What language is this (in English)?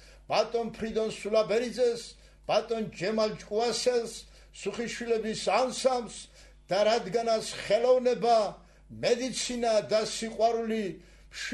Georgian